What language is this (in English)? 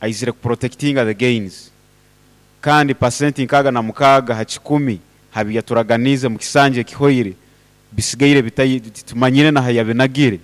Nyoro